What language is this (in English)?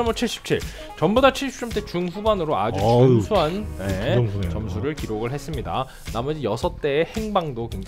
Korean